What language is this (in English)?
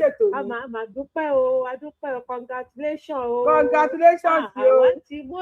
Yoruba